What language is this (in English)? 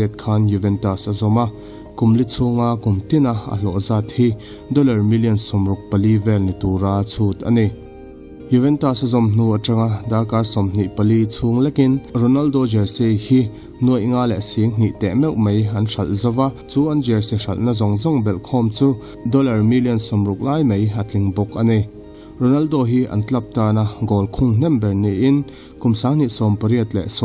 Mizo